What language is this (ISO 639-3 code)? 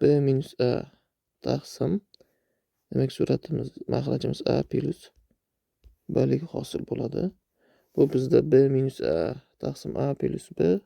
uzb